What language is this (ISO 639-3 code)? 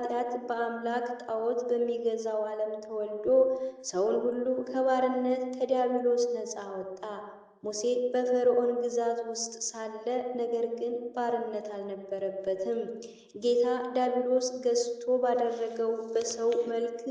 amh